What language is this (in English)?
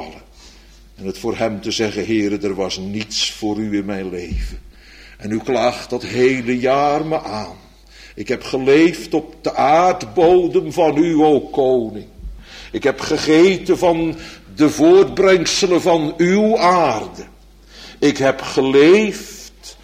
Dutch